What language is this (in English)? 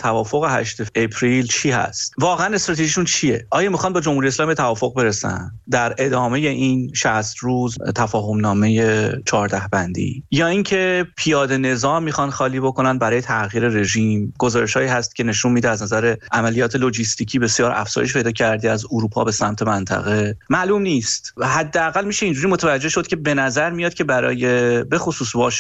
Persian